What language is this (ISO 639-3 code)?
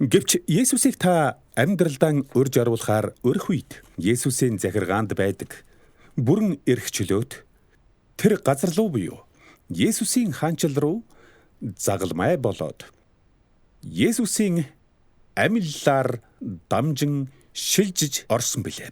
mon